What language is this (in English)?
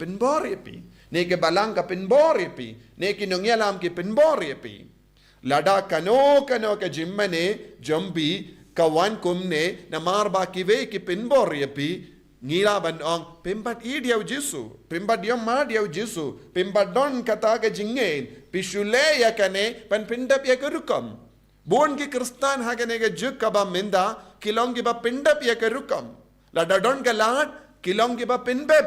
Khasi